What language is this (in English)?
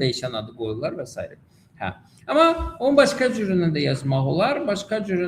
Azerbaijani